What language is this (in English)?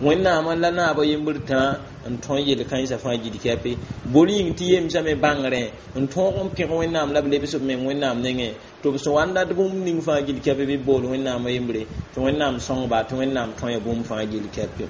Mossi